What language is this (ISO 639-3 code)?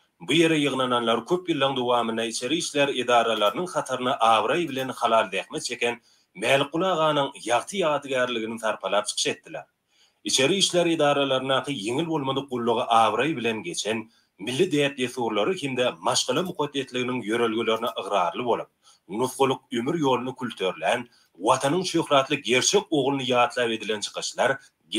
tuk